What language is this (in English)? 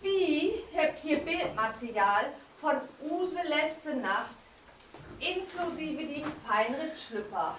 Low German